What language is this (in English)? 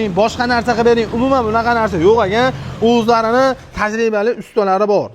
Uzbek